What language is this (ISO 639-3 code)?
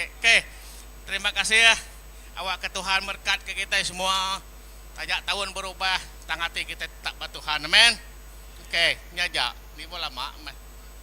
iba